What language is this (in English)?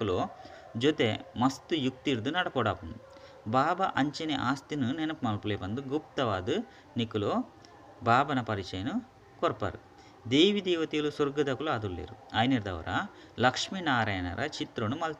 Tulu